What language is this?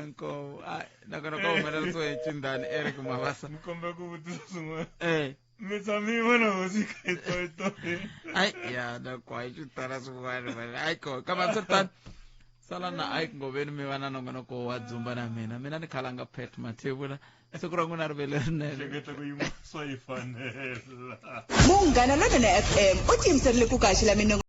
Tsonga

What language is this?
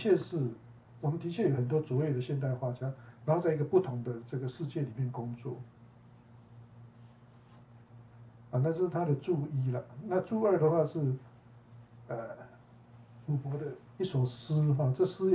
Chinese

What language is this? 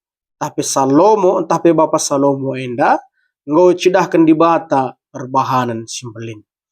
Batak Karo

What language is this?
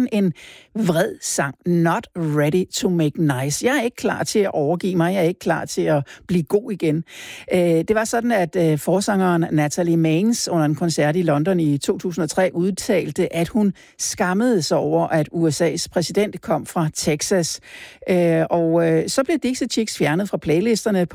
Danish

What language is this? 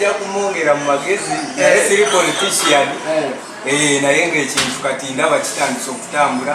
Nyankole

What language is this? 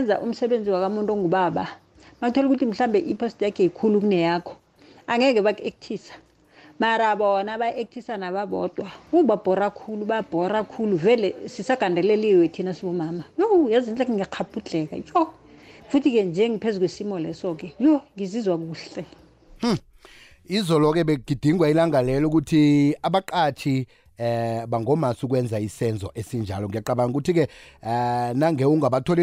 South Ndebele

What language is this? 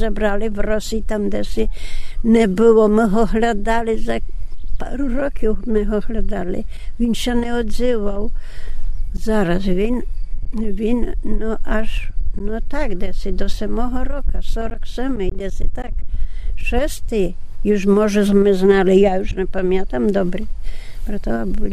Rusyn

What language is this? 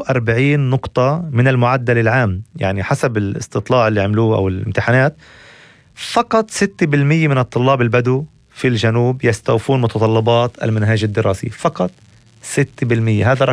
North Levantine Arabic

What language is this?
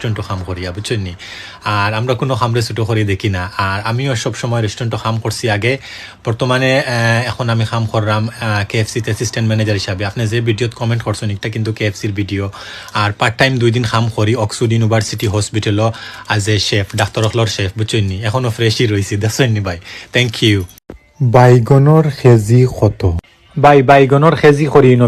Sylheti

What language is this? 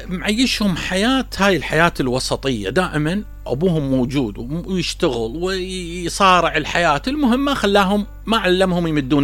Mesopotamian Arabic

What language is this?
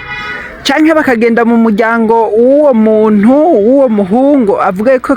Rundi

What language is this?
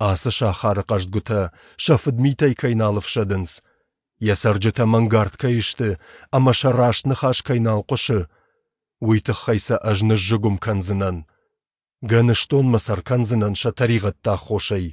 Ossetic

